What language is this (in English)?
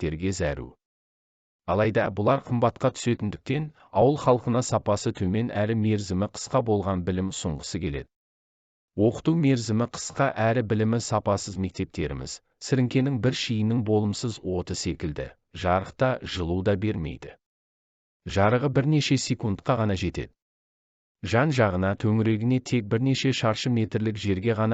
Kazakh